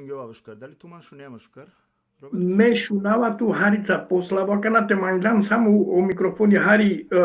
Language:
Balkan Romani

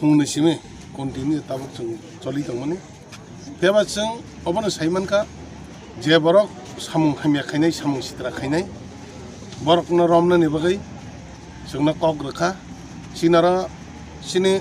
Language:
Kok Borok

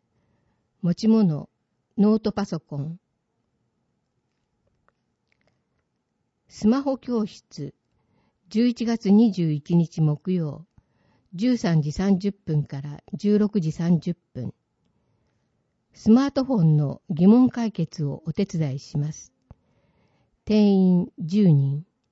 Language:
Japanese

